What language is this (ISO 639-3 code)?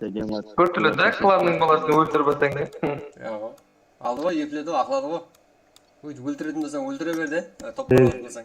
kaa